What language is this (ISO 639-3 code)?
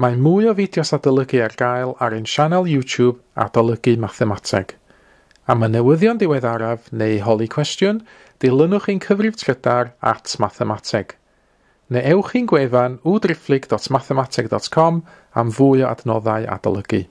cym